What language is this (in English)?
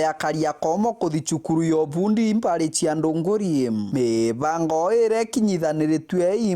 Meru